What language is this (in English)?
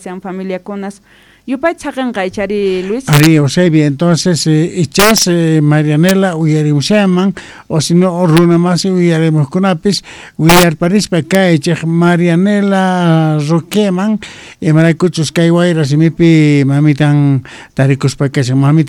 South Bolivian Quechua